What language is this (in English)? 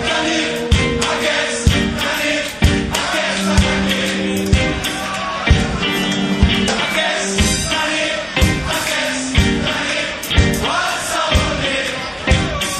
Catalan